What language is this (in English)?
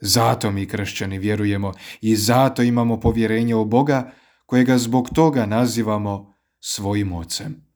Croatian